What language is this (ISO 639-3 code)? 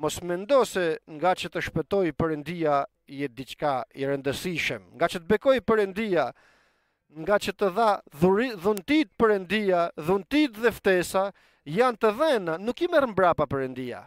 sqi